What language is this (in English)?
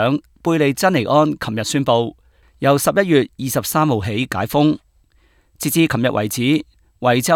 Cantonese